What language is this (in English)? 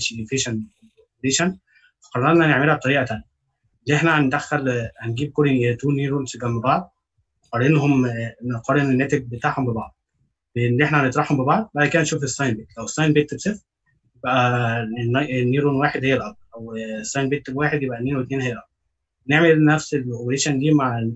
Egyptian Arabic